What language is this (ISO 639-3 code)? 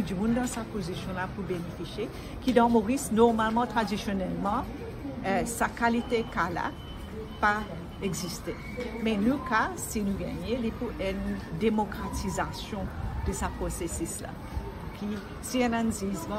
mfe